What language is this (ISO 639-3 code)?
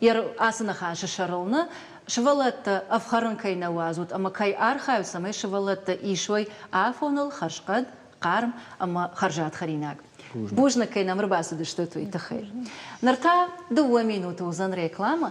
oss